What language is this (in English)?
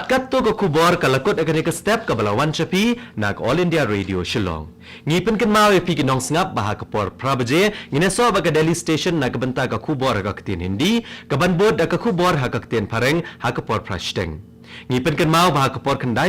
Khasi